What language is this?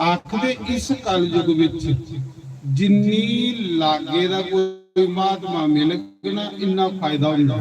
Dogri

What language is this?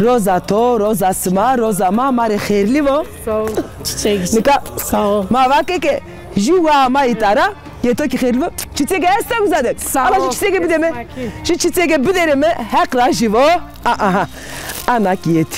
Zaza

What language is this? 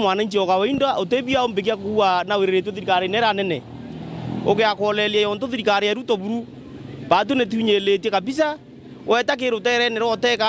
Meru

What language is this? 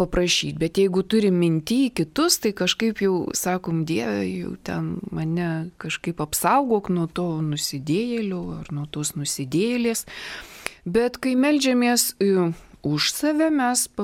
Lithuanian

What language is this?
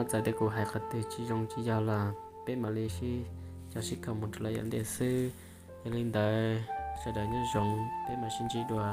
Hmong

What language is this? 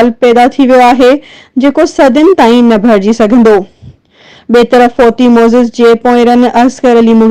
Sindhi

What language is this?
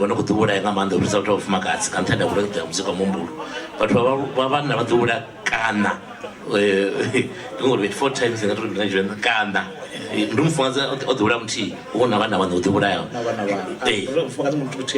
Venda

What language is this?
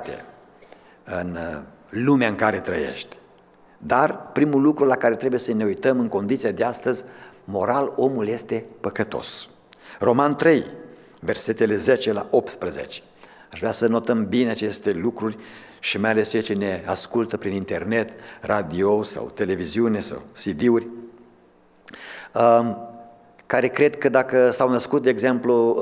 Romanian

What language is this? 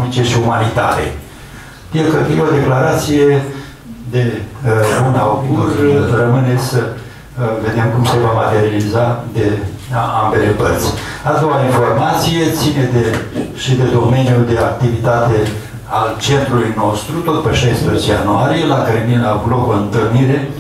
Romanian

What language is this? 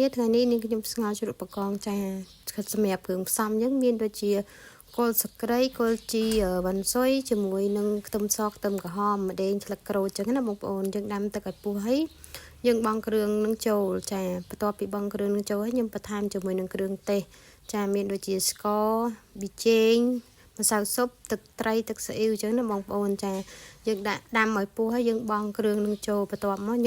Khmer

